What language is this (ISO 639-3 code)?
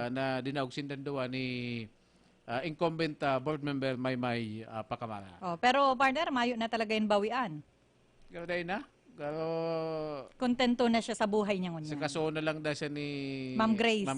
bik